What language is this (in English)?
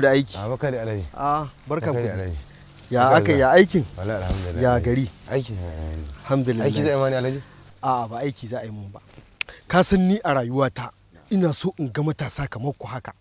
Hausa